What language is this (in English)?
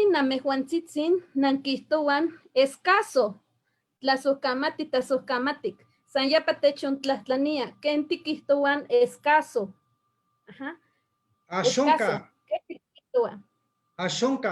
Eastern Huasteca Nahuatl